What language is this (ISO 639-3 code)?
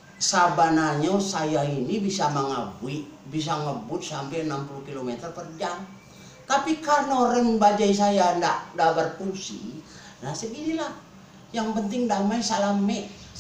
bew